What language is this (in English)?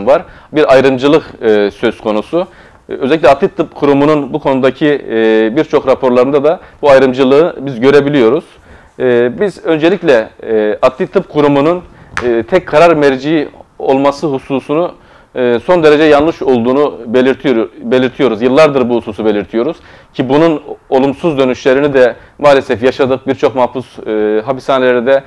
Turkish